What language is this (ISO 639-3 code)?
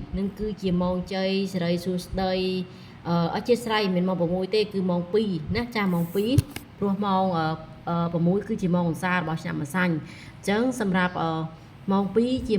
khm